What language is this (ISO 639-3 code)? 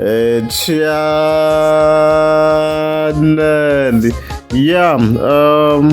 tso